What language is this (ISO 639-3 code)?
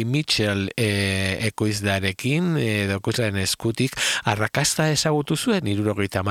eus